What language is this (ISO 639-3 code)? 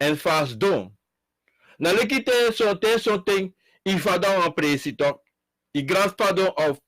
srn